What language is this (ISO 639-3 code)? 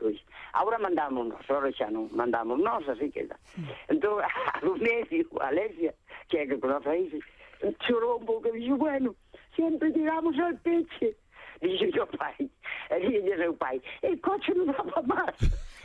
glg